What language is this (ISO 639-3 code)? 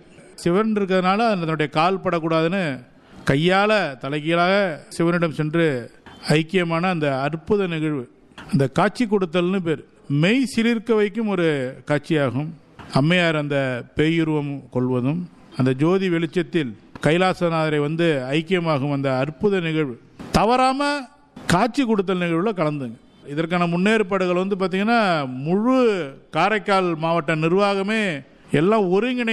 tam